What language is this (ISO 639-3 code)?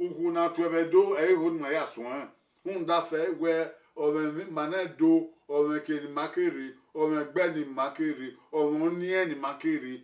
bin